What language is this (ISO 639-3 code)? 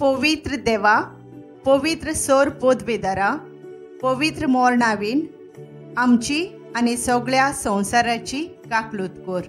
kok